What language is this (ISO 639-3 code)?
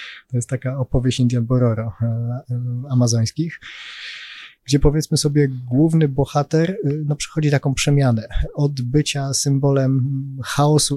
pol